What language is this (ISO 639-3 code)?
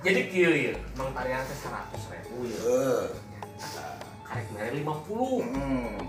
sun